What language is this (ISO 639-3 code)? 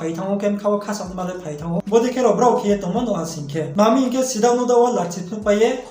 ria